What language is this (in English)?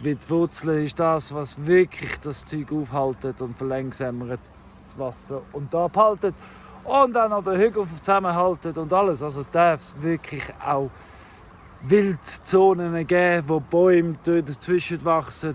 Swiss German